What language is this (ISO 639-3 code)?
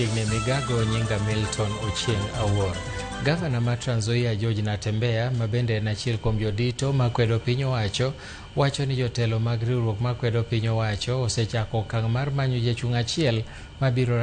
luo